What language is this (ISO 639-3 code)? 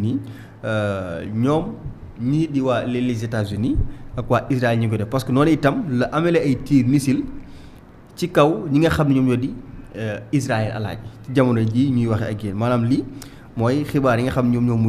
wol